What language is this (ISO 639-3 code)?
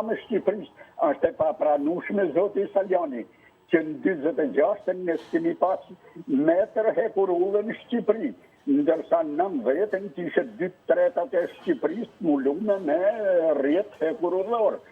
sqi